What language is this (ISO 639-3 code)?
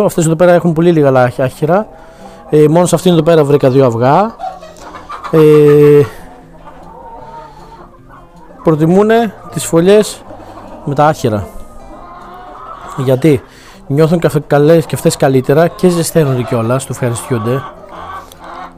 ell